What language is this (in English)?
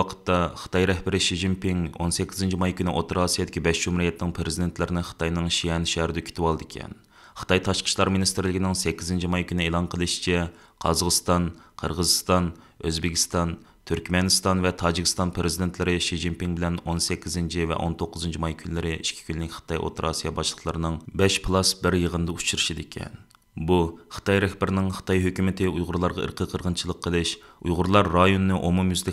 Uyghur